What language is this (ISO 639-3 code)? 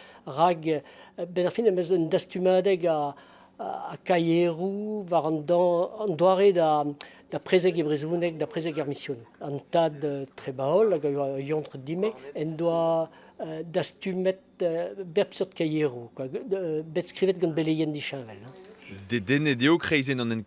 bre